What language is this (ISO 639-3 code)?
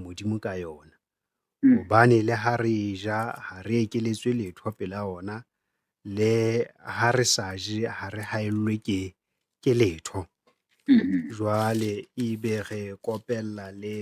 sot